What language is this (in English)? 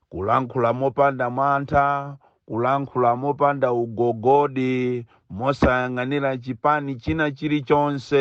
Nyanja